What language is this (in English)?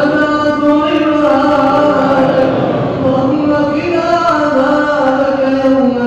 Arabic